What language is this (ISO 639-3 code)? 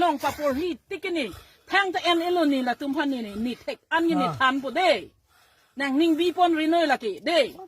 mjw